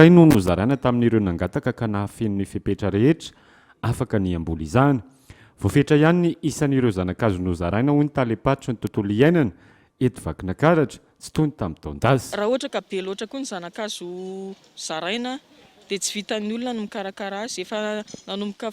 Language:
Malagasy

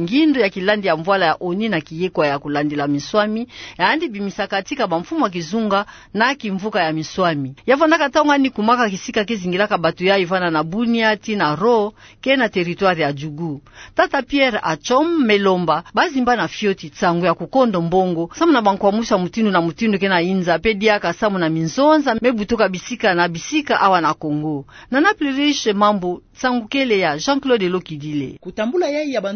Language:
Kituba (Democratic Republic of Congo)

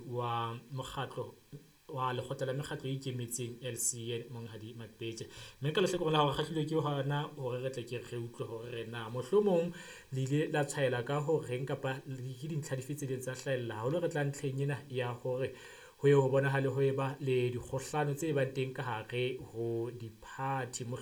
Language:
Southern Sotho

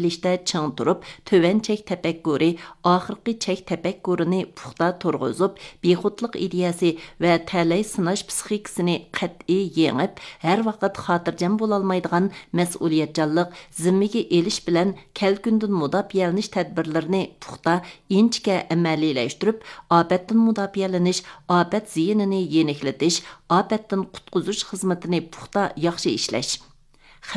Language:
Uyghur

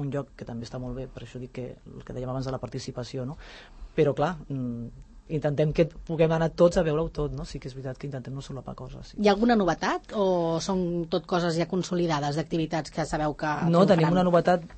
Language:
Catalan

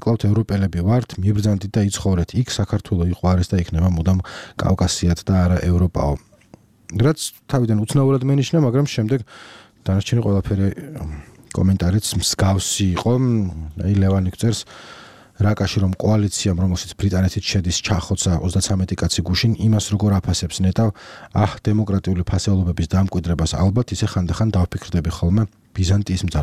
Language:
Georgian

